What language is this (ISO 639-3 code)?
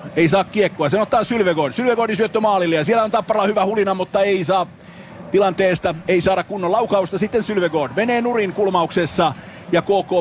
fin